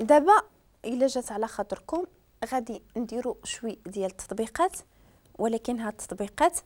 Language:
Moroccan Arabic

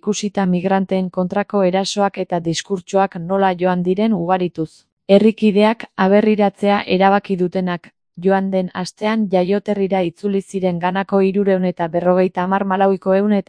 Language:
Basque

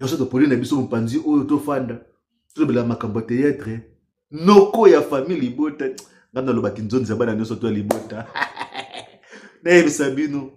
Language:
Lingala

